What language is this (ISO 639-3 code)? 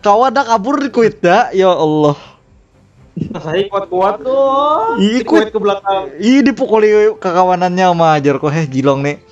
bjn